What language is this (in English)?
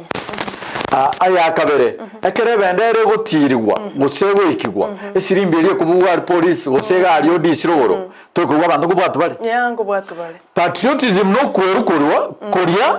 Gusii